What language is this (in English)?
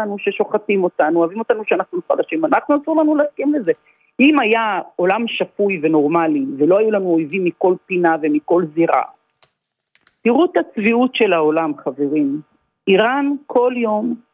Hebrew